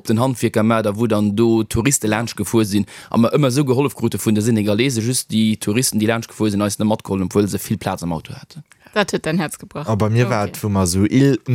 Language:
Luxembourgish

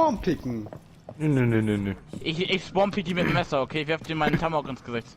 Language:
Swiss German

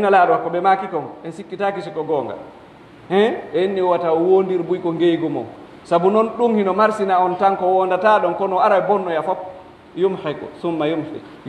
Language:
Pular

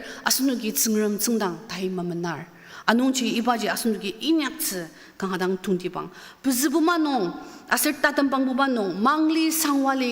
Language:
Ao Naga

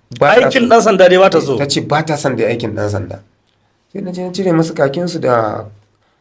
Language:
Hausa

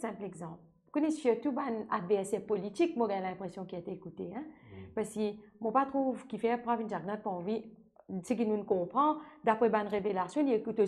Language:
Morisyen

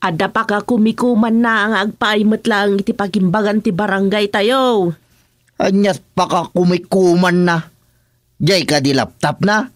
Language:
Iloko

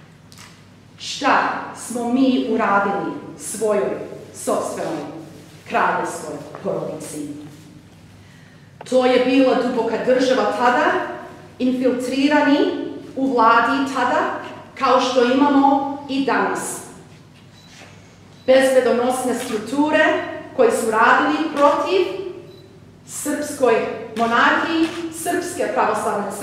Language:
Serbian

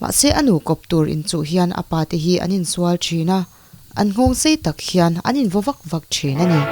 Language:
Mizo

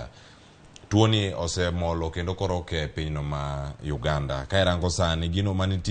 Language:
Luo (Kenya and Tanzania)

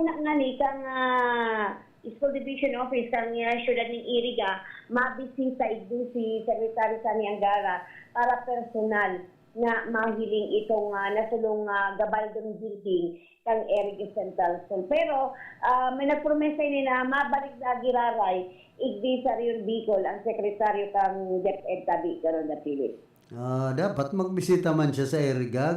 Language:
Bikol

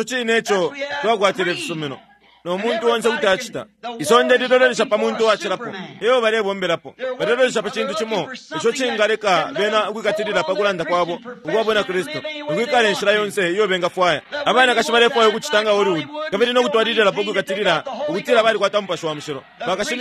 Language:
Bemba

